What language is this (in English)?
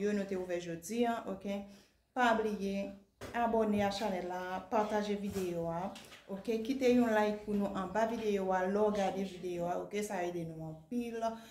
Haitian Creole